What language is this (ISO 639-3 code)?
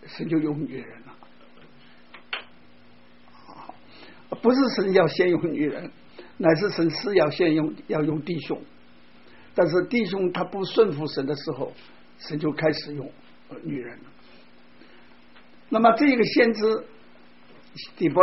zho